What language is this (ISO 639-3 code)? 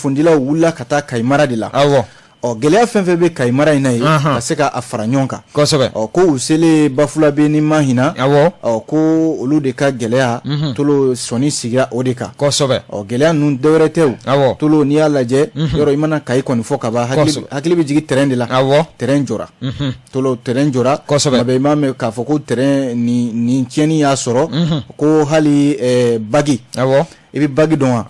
bam